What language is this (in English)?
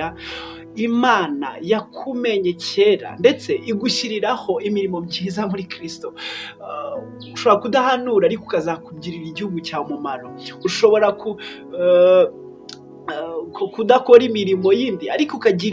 Kinyarwanda